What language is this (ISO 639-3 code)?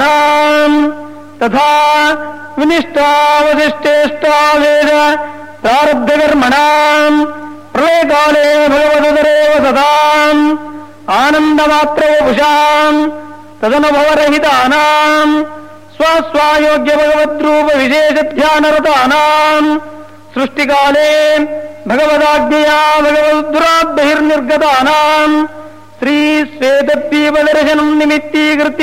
san